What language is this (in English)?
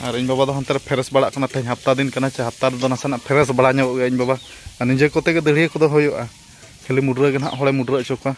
Santali